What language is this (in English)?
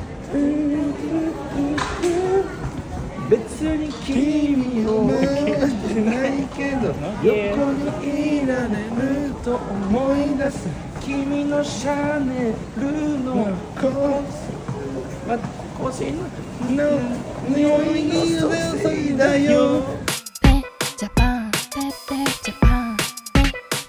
Japanese